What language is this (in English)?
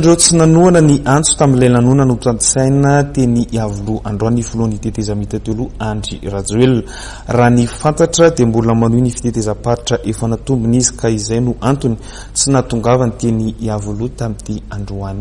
Malagasy